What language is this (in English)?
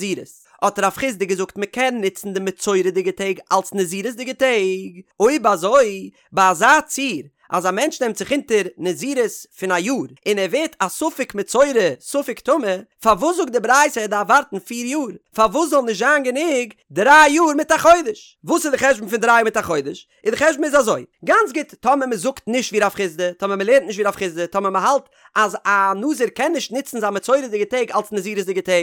Yiddish